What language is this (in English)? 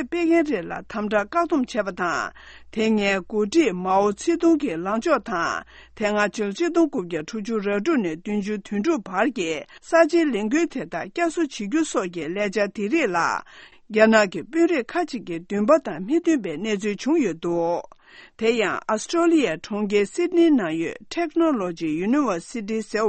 Tibetan